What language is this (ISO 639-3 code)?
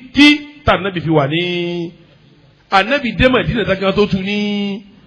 yor